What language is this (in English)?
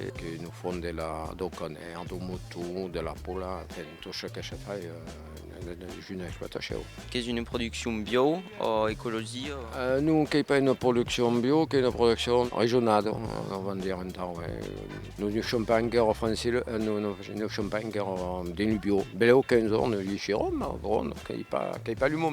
Occitan